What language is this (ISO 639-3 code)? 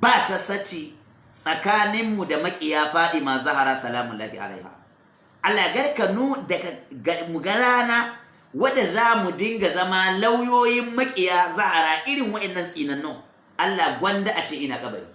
hau